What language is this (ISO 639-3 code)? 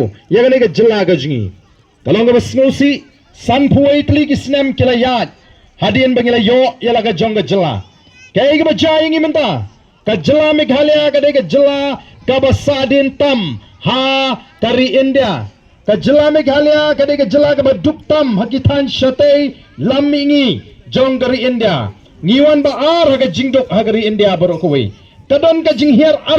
kha